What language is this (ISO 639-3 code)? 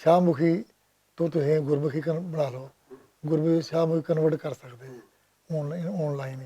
lah